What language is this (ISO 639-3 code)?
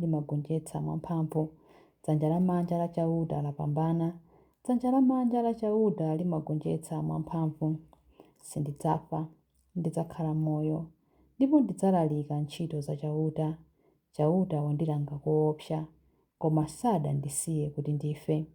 nya